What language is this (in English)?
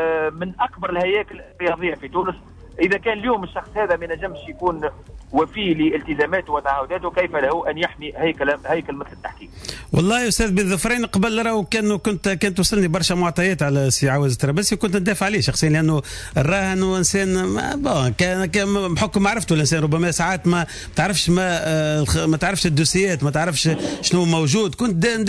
Tunisian Arabic